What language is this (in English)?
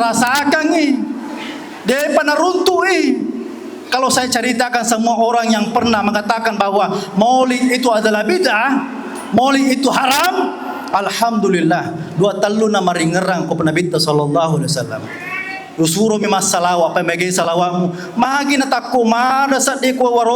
Buginese